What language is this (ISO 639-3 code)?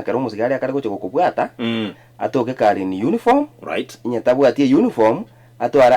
guz